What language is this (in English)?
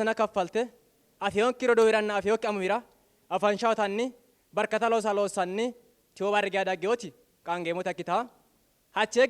Sidamo